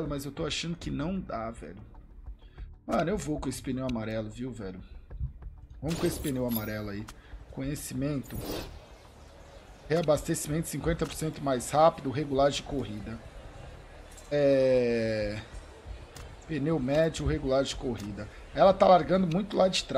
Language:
Portuguese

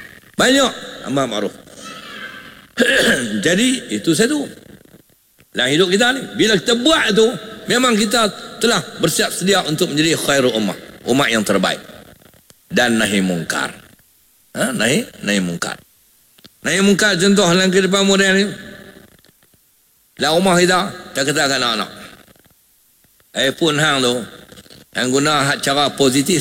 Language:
Malay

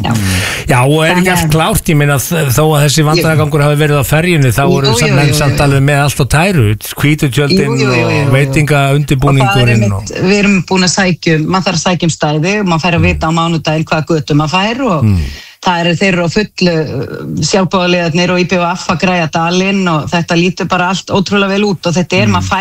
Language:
Icelandic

